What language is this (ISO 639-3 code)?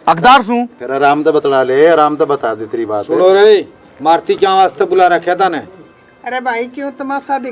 bgc